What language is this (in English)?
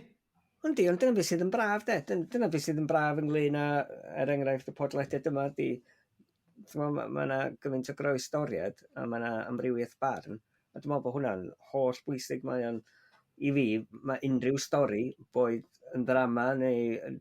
Welsh